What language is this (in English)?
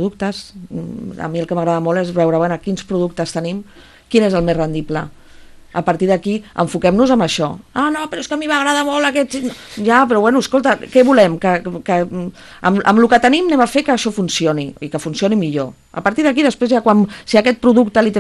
Catalan